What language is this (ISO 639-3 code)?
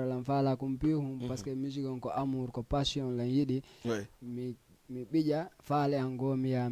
ful